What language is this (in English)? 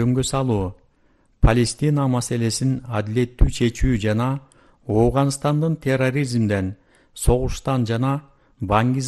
Kyrgyz